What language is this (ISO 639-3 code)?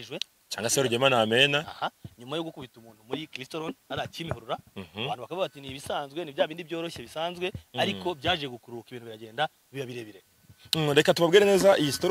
kin